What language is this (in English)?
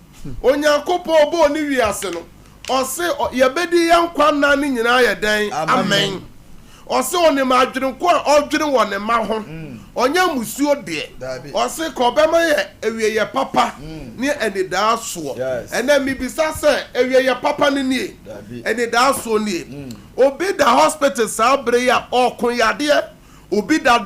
Akan